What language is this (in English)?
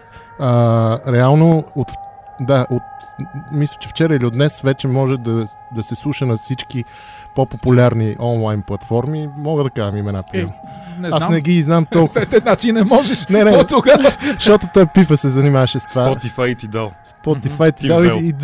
Bulgarian